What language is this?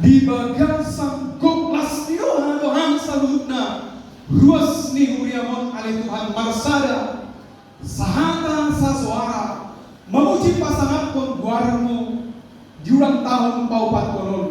Batak Toba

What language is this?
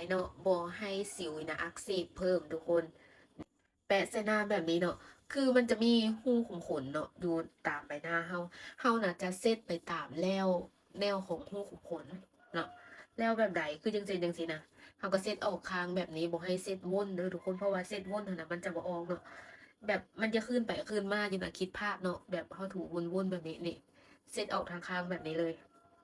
Lao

